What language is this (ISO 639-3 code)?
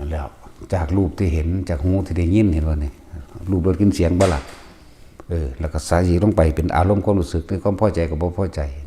tts